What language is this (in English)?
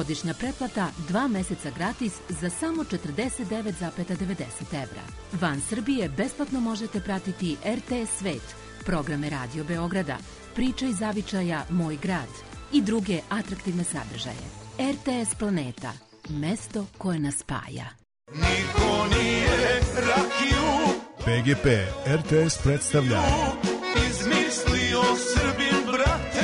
Serbian